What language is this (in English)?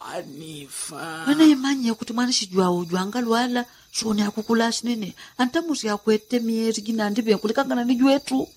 Yao